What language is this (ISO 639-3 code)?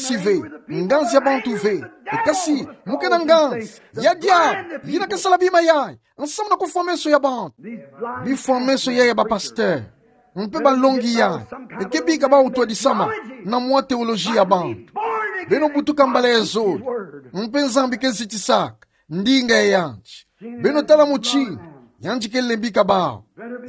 ktu